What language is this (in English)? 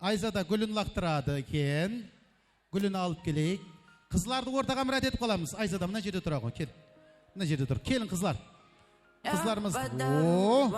Kara-Kalpak